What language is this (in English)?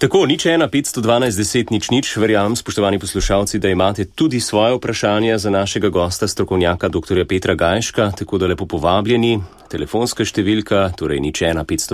Slovenian